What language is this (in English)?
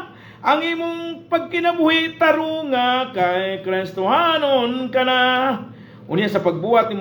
Cebuano